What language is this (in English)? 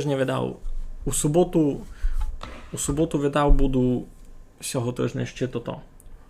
Rusyn